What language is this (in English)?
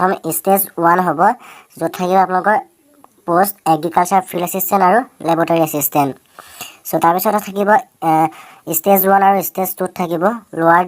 Assamese